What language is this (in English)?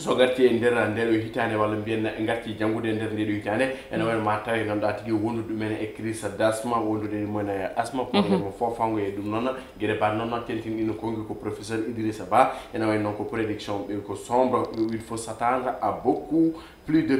Fula